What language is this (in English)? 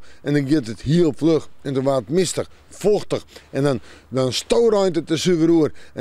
Western Frisian